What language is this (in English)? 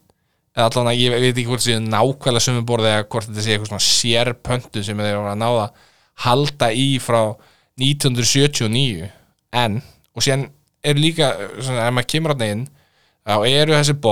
Icelandic